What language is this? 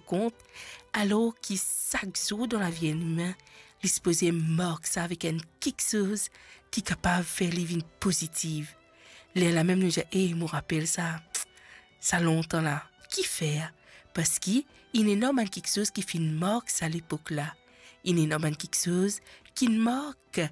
Morisyen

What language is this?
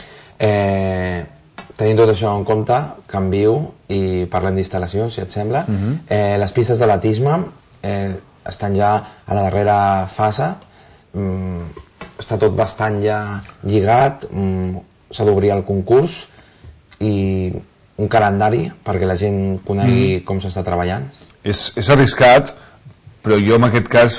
Catalan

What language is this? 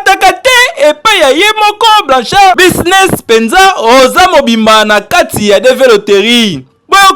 Lingala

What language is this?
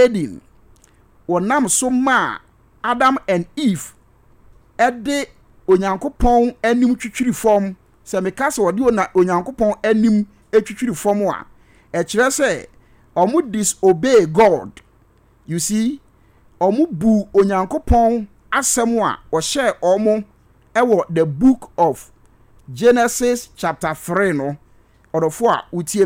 Akan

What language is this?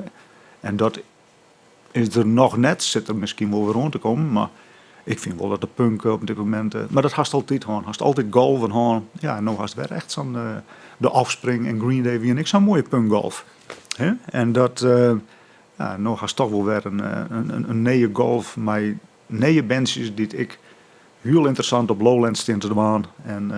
Western Frisian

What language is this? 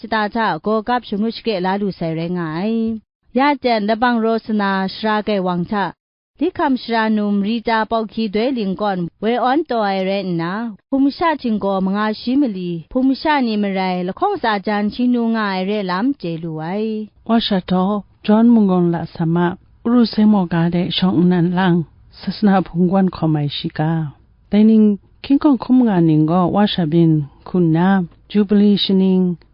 Kachin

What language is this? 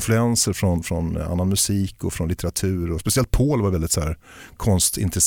Swedish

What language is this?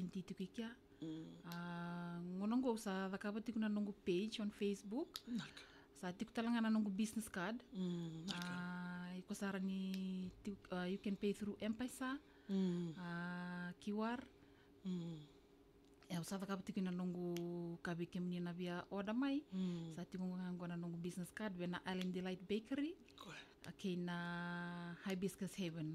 Fijian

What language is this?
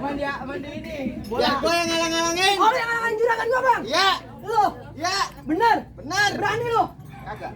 Betawi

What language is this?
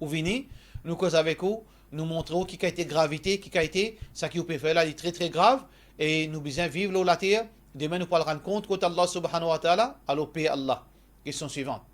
Morisyen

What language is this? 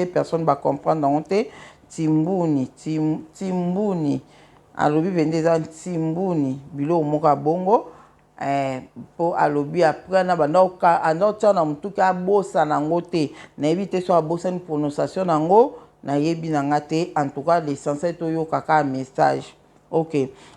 Lingala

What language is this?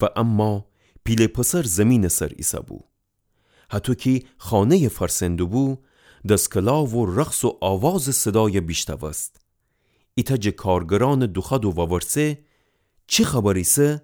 Gilaki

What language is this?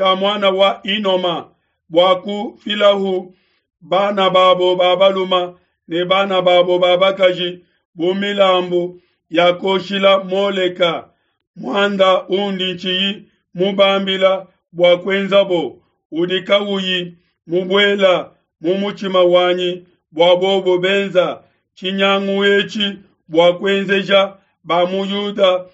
Luba-Lulua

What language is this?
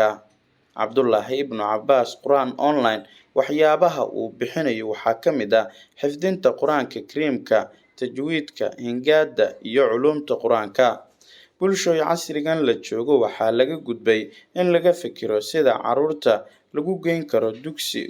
Somali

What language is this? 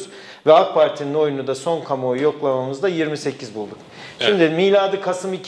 Turkish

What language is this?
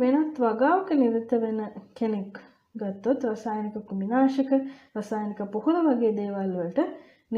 Sinhala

